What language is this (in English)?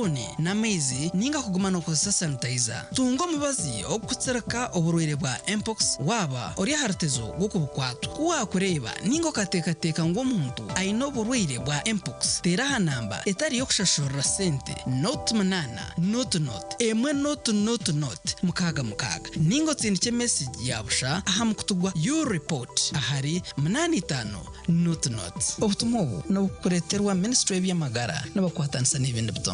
Nyankole